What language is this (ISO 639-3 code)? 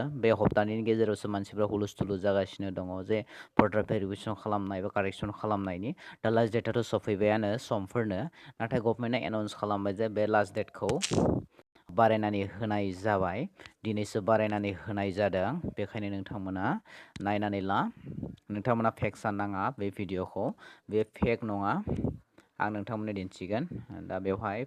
brx